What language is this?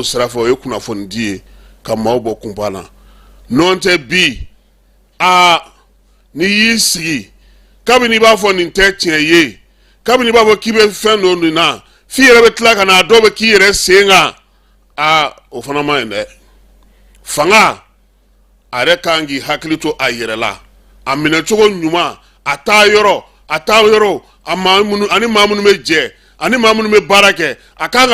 Bambara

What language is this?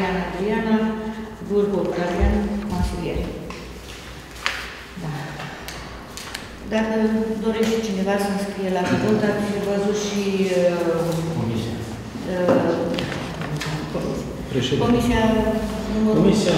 Romanian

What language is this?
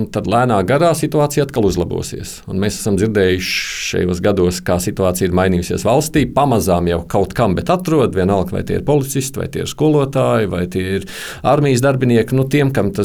Latvian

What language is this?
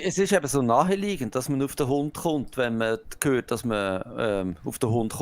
Swiss German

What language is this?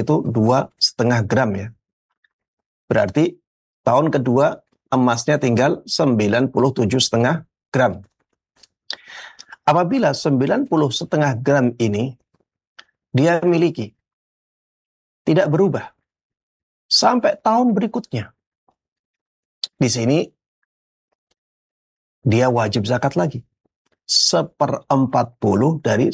Indonesian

